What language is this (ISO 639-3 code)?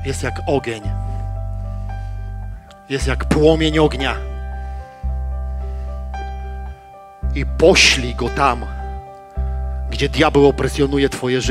pol